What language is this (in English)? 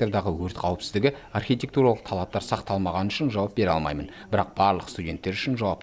Kazakh